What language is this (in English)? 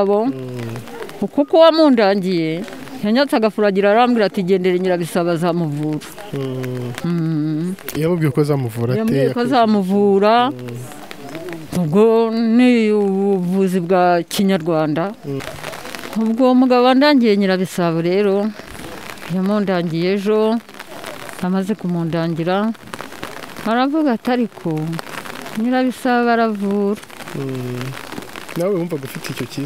Kinyarwanda